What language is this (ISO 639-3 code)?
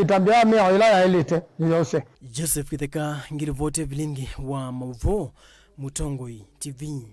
kam